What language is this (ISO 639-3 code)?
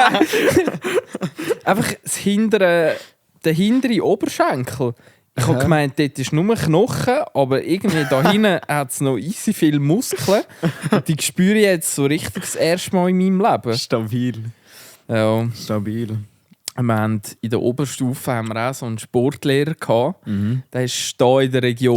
gsw